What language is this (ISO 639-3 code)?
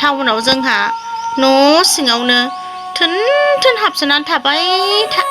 brx